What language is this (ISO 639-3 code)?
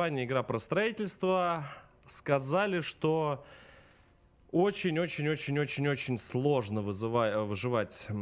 rus